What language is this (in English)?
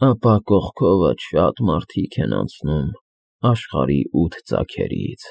Armenian